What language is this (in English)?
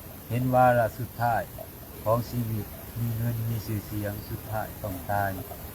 Lao